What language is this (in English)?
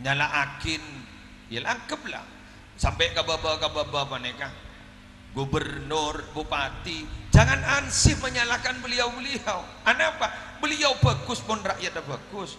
Madurese